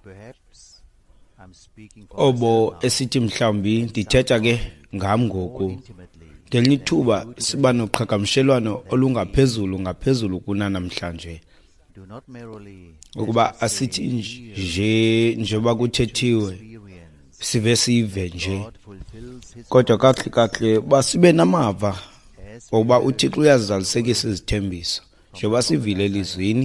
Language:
Xhosa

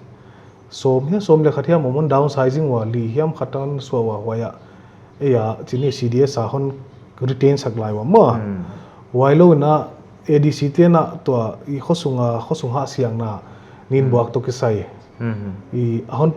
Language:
Paite Chin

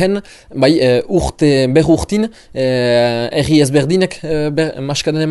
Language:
Basque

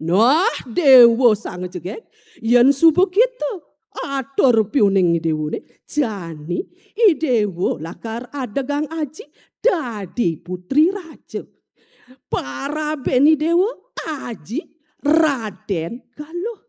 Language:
Balinese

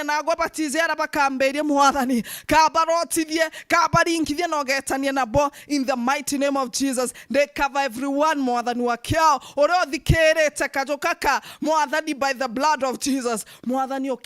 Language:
Meru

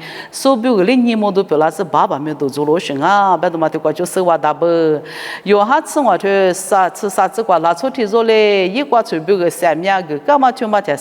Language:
Lisu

